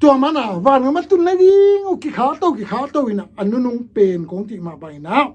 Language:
Tedim Chin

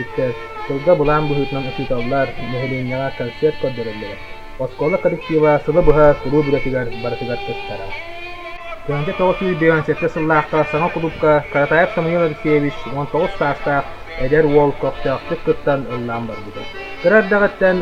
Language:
Yakut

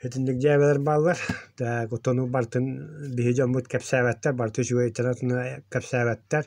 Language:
Yakut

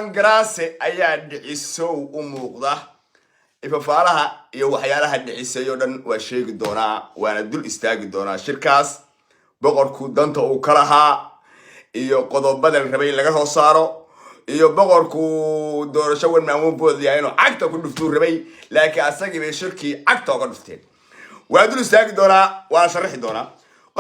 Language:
Somali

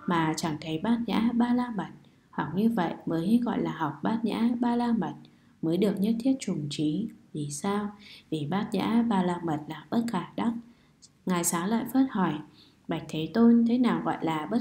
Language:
Vietnamese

